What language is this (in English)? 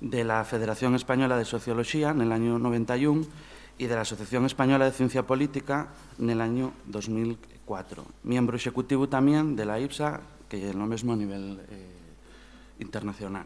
Asturian